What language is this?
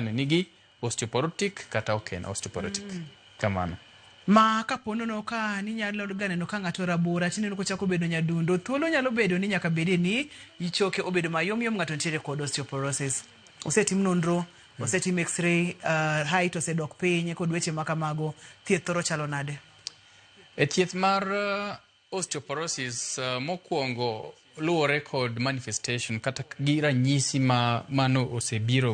Luo (Kenya and Tanzania)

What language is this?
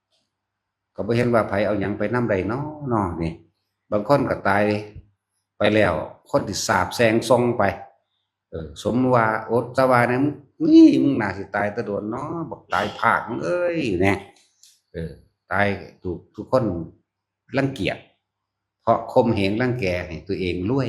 Northeastern Thai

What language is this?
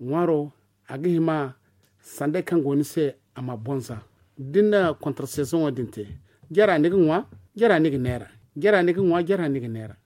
Zarma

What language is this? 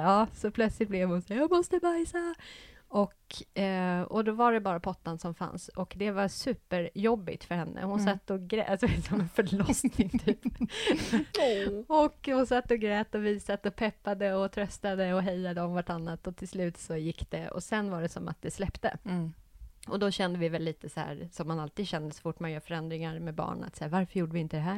Swedish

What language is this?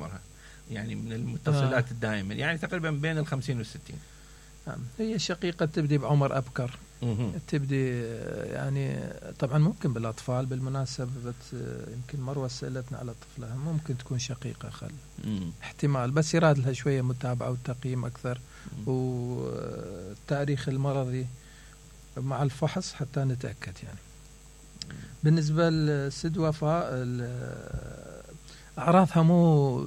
Mesopotamian Arabic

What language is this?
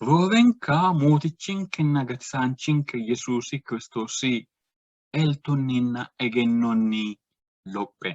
Sidamo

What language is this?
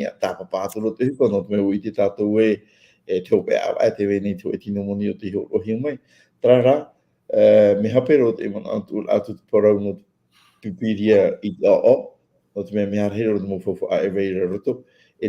Tahitian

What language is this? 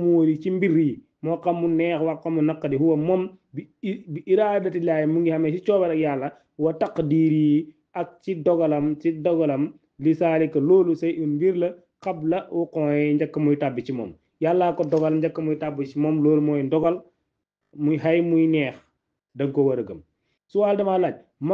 Wolof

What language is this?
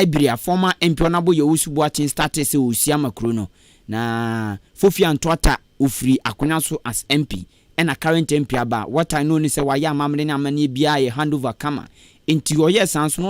Akan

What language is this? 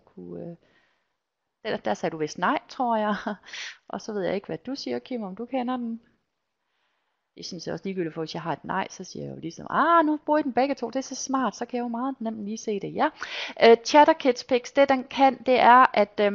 Danish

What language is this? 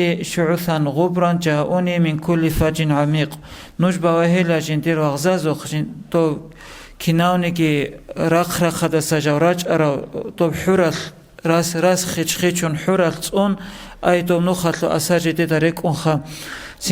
Avaric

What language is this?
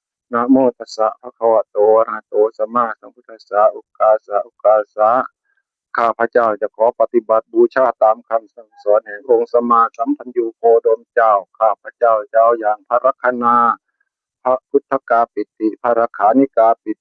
Northeastern Thai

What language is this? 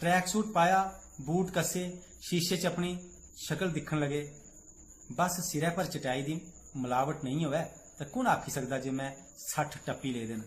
Dogri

